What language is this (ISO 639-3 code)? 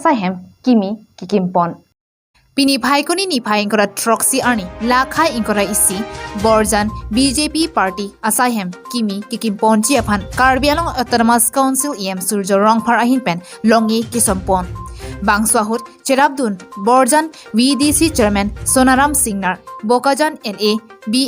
mjw